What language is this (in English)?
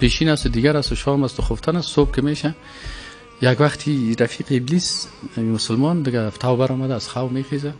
Persian